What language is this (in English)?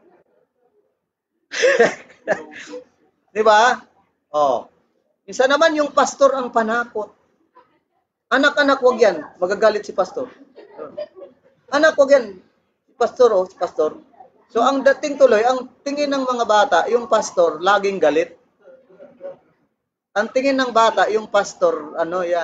Filipino